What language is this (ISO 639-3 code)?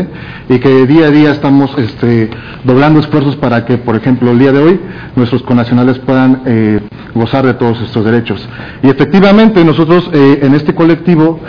spa